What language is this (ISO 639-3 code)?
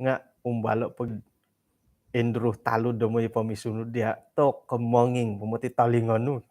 dtp